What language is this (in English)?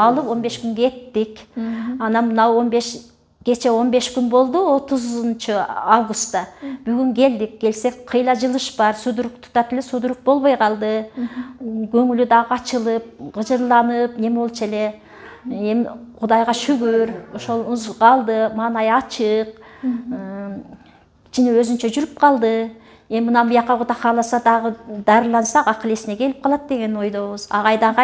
Kyrgyz